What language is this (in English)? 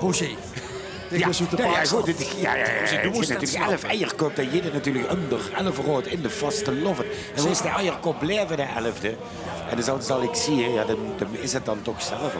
Limburgish